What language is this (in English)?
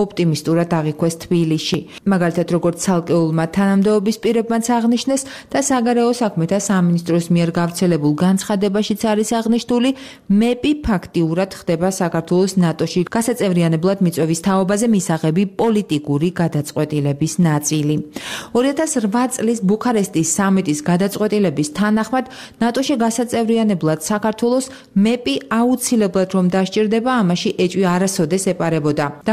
Georgian